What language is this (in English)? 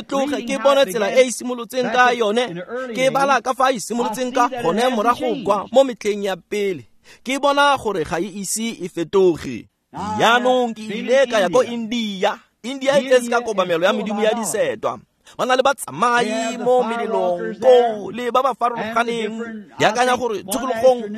Tswana